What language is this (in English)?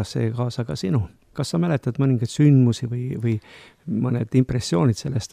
Estonian